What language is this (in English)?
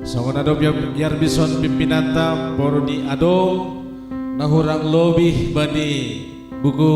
Batak Simalungun